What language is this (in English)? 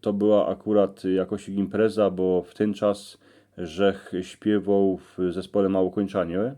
Silesian